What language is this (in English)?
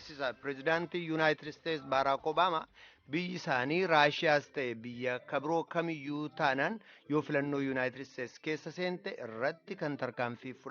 Oromo